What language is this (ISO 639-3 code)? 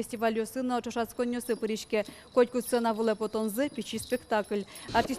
udm